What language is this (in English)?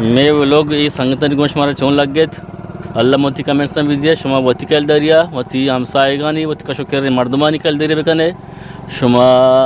Eastern Balochi